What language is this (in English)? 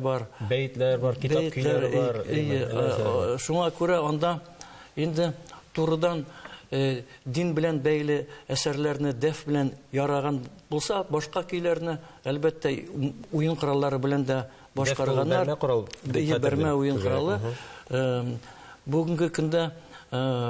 Tatar